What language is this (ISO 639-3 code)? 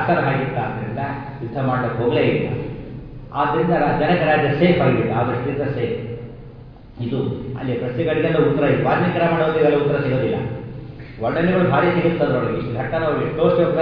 kan